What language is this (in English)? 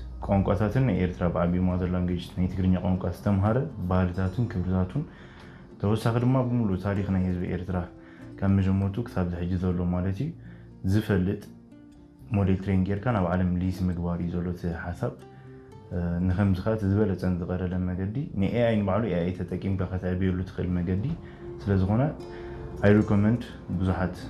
Tigrinya